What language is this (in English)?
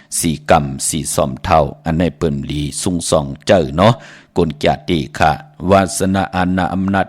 Shan